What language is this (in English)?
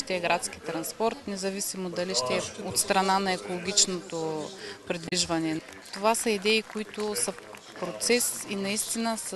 Bulgarian